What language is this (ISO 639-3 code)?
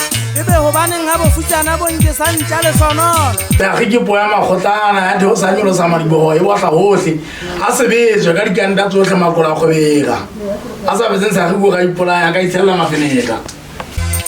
sot